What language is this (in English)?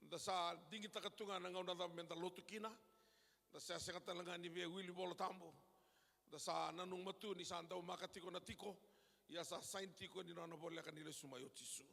Fijian